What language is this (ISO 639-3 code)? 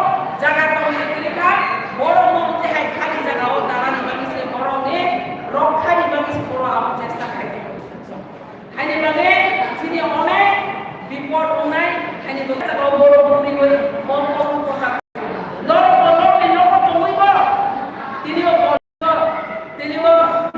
trp